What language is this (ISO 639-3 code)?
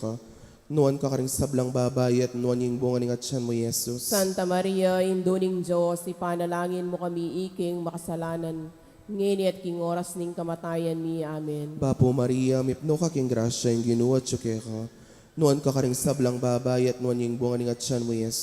pam